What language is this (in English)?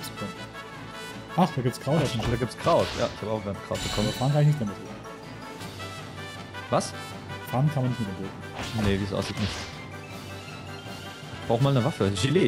German